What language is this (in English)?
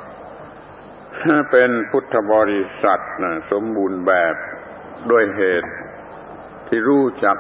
Thai